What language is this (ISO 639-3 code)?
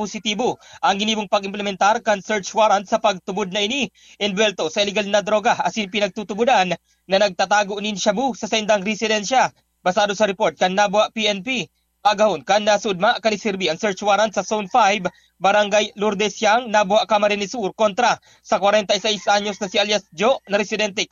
bik